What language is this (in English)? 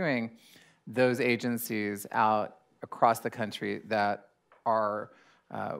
English